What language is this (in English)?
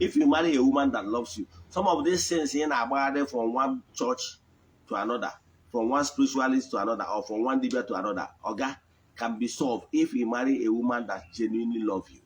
Igbo